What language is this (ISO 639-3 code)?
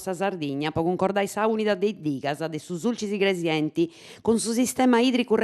srd